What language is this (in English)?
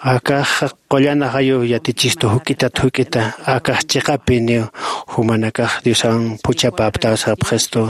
Aymara